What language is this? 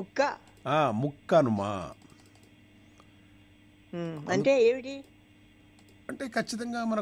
Telugu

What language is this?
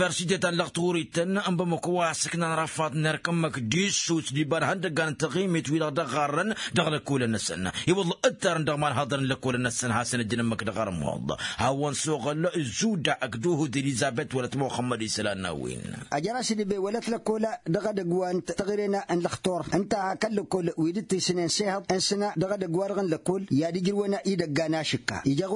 Tamasheq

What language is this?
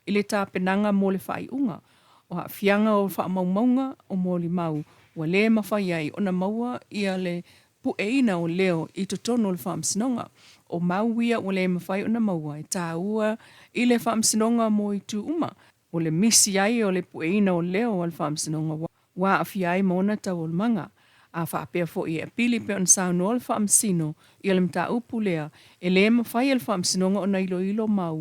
Samoan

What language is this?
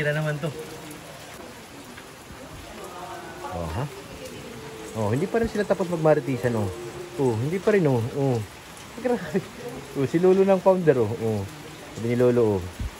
Filipino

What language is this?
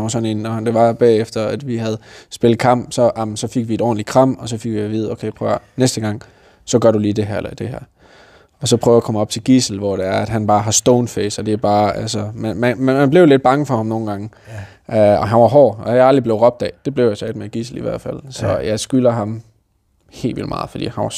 Danish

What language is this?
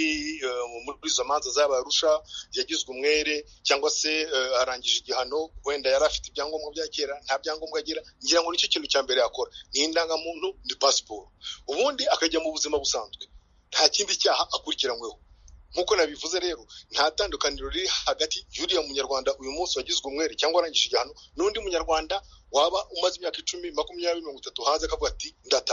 Kinyarwanda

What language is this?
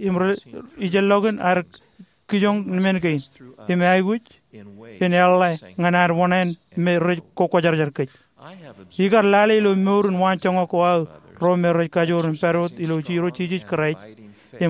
Marshallese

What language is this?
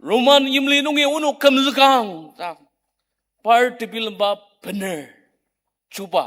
Ao Naga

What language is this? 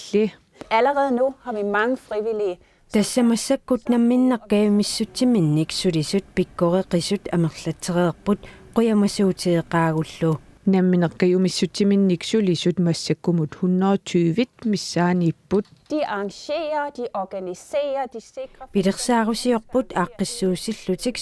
Kalaallisut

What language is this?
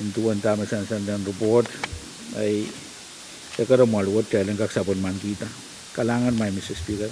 Pohnpeian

